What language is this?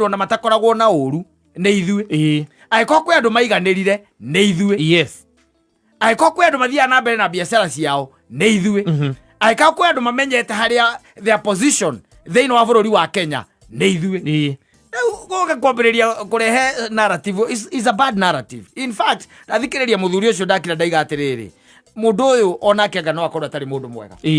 Kikuyu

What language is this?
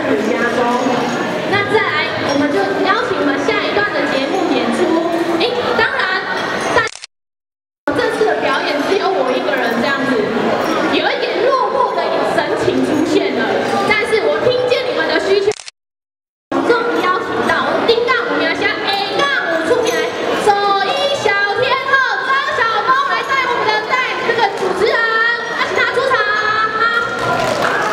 Chinese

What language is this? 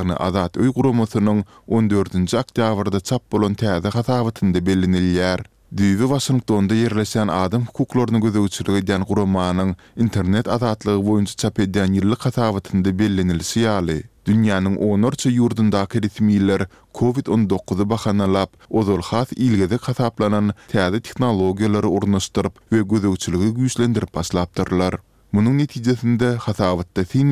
Turkmen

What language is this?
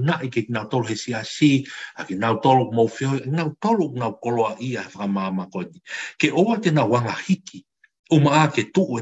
Tongan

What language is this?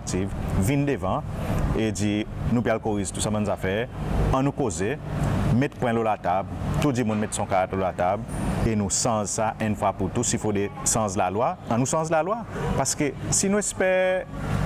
Seselwa Creole French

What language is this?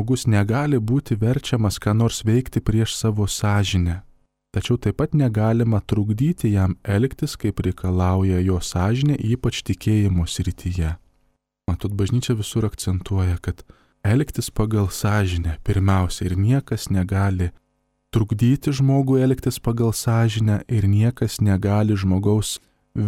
Lithuanian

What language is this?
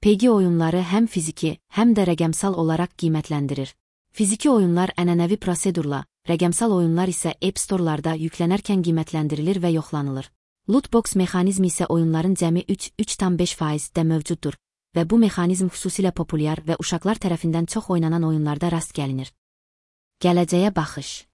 Azerbaijani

